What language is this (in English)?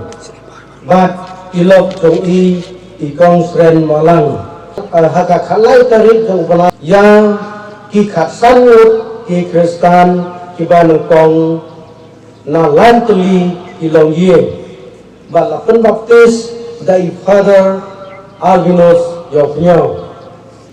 Khasi